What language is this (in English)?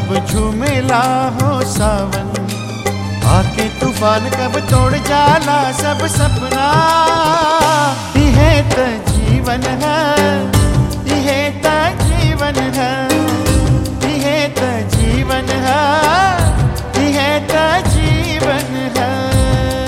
Bhojpuri